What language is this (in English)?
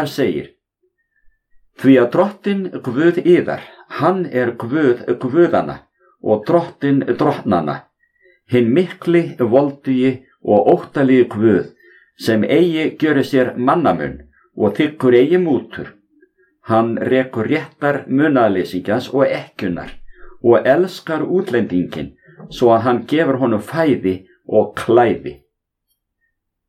Icelandic